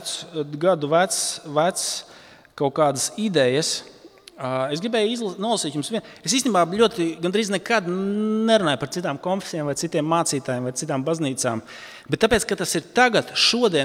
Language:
Latvian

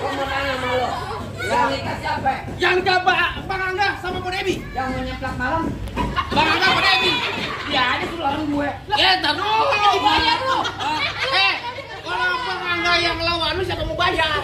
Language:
Betawi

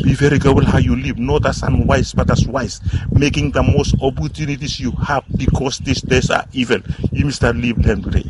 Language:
Bislama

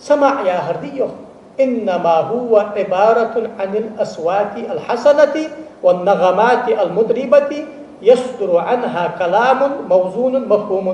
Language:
Ingush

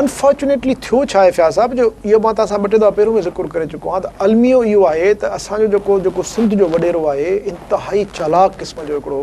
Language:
Sindhi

